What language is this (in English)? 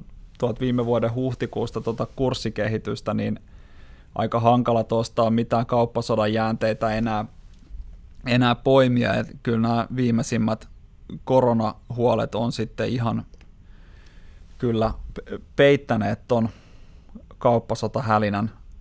Finnish